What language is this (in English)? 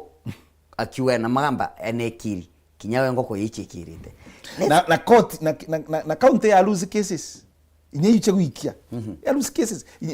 Meru